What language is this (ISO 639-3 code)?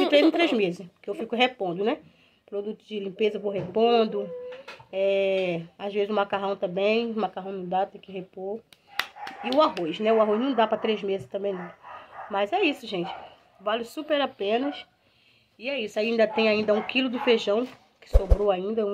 por